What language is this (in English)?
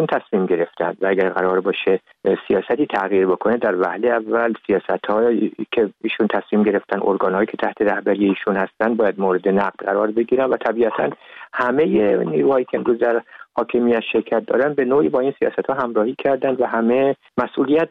Persian